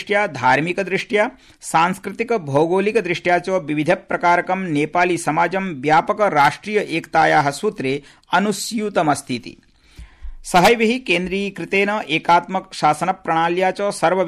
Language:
Sanskrit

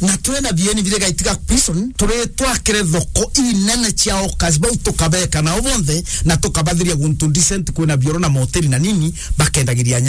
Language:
Meru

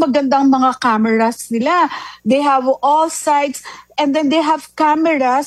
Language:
Filipino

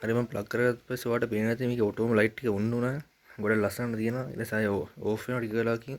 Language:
Sinhala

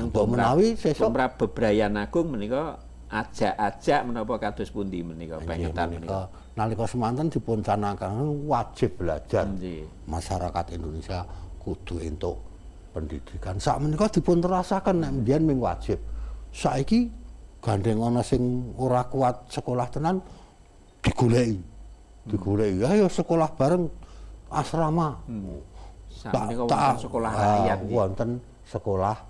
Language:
Javanese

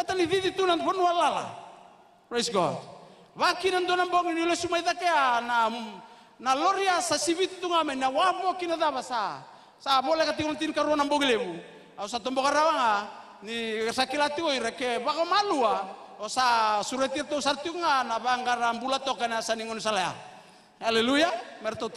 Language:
Fijian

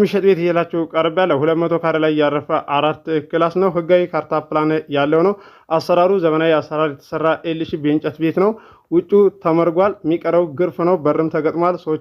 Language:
Amharic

